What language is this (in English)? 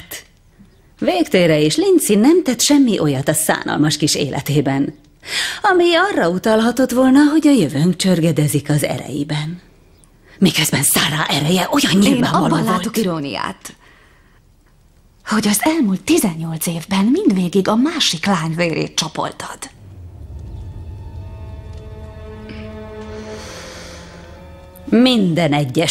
Hungarian